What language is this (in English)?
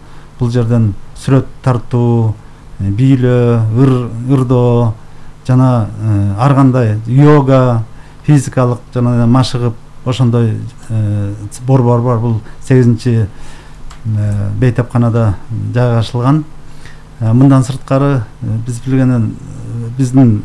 Kyrgyz